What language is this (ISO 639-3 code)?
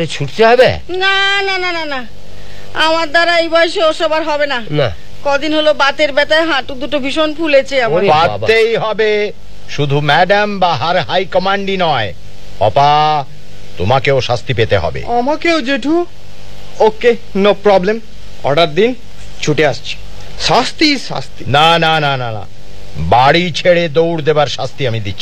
ben